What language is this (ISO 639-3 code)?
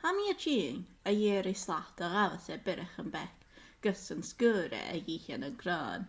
gla